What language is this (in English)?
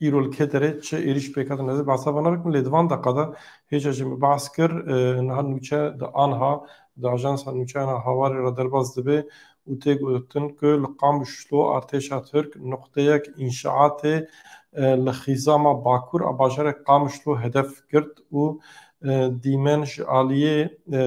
Kurdish